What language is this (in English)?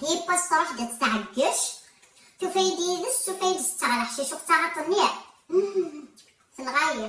Kabyle